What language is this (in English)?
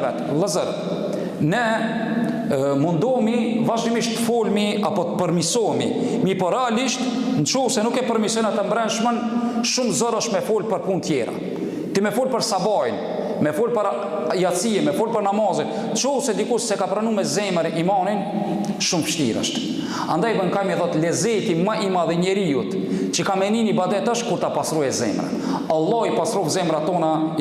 Albanian